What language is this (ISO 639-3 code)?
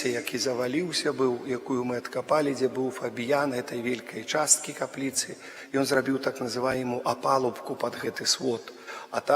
bel